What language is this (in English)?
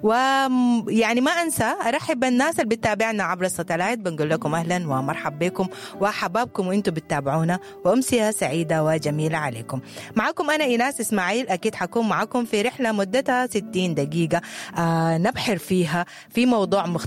Sudanese Arabic